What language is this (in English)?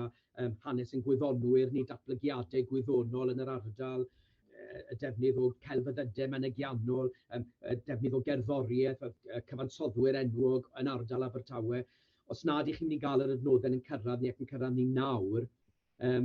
Welsh